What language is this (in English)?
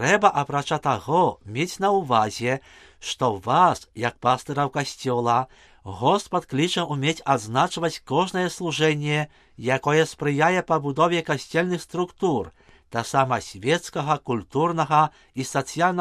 Belarusian